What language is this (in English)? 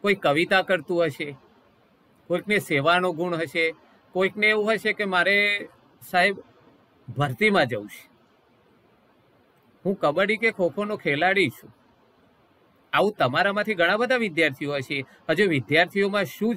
Gujarati